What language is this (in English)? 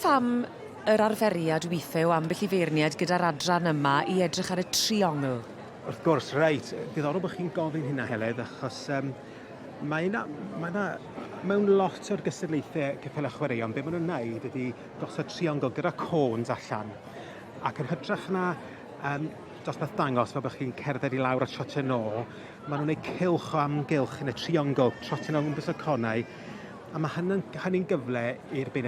Welsh